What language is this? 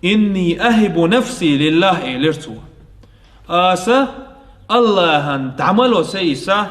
Chechen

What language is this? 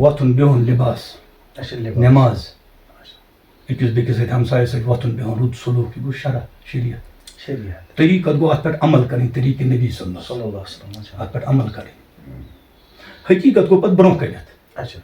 Kashmiri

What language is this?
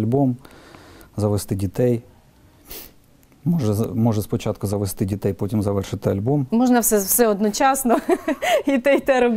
Ukrainian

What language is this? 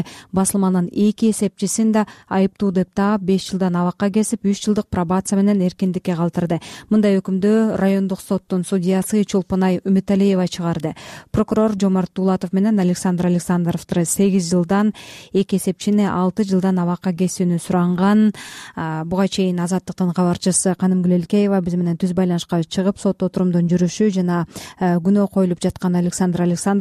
Kyrgyz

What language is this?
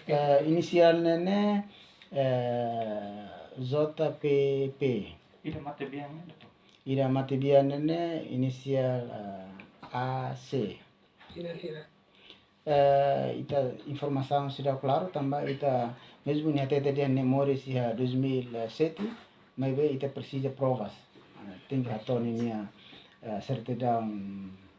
Tetum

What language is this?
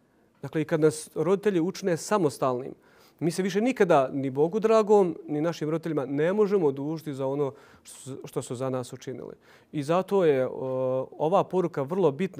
Bosnian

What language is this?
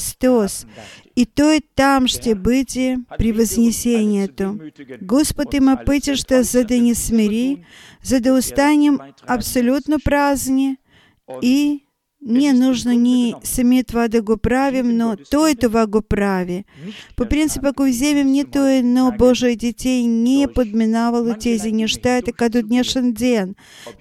Bulgarian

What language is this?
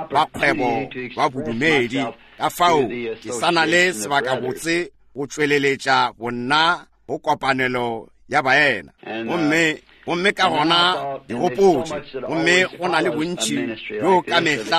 Northern Sotho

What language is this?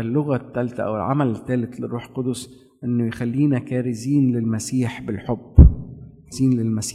Egyptian Arabic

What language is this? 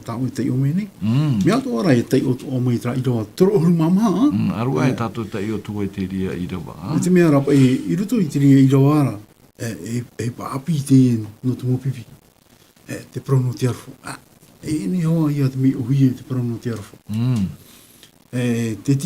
Tahitian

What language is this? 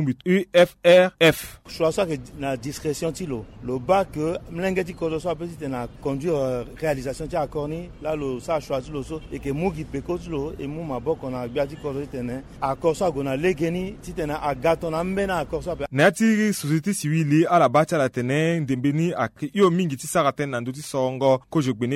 Sango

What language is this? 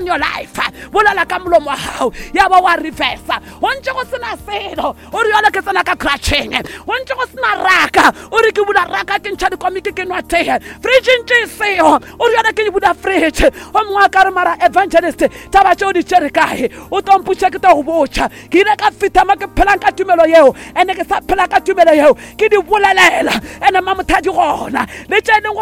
Northern Sotho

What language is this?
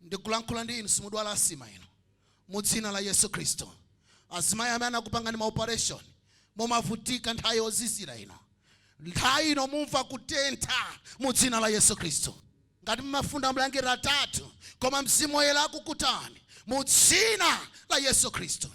Nyanja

